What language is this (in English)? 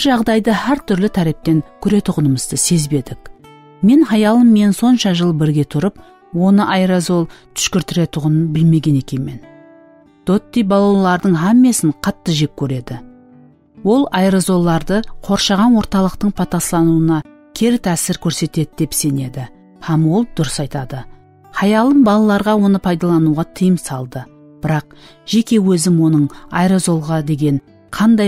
Kara-Kalpak